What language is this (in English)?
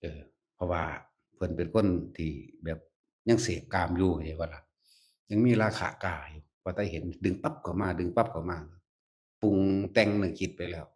Northeastern Thai